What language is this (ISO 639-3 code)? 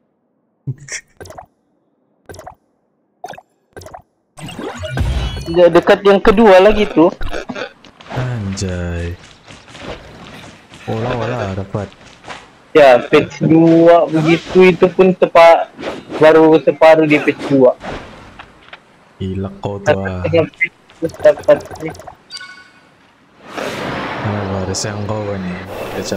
msa